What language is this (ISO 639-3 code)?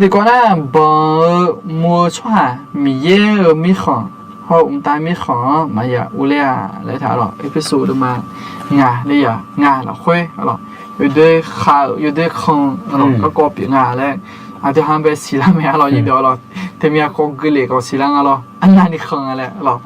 ahk